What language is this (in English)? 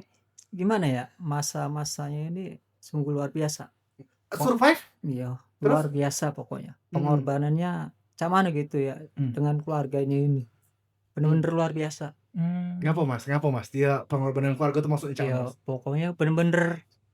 Musi